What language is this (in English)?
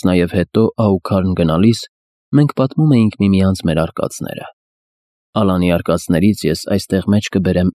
Armenian